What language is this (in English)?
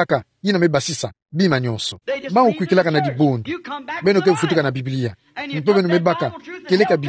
Kituba (Democratic Republic of Congo)